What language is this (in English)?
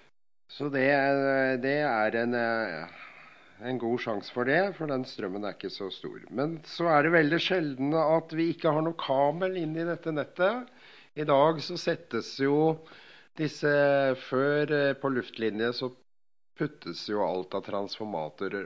Norwegian